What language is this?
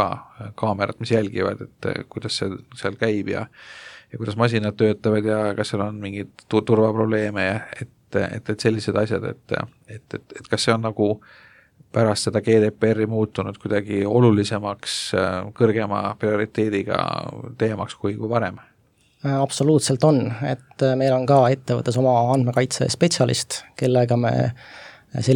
Estonian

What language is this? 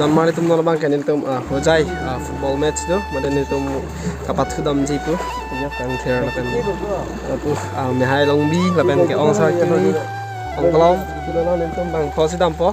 Karbi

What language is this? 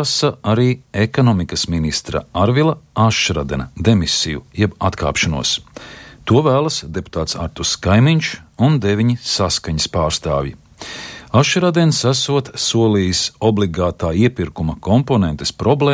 Latvian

